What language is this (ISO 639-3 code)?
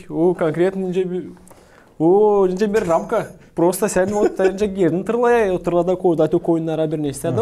gag